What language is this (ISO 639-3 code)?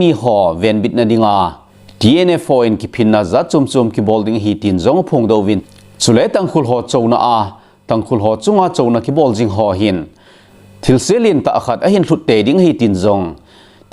tcz